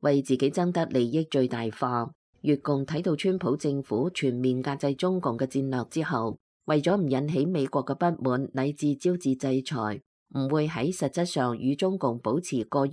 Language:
Cantonese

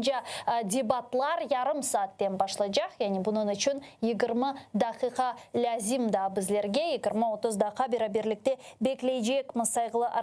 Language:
Crimean Tatar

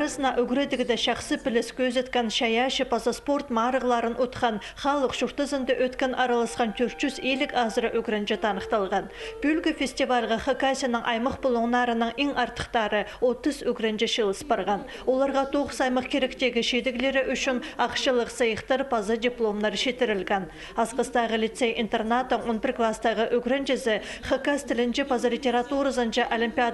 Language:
Khakas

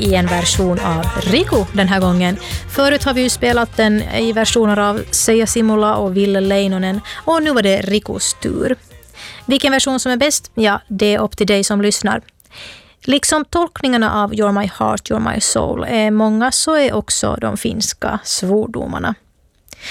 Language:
Swedish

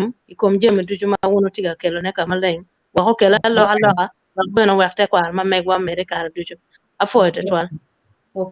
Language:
Acoli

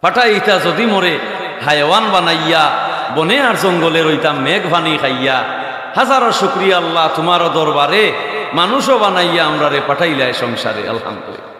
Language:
Sylheti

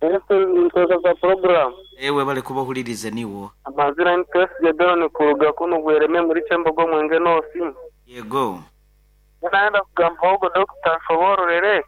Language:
Nyankole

